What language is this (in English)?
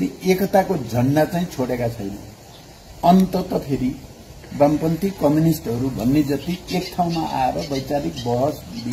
Nepali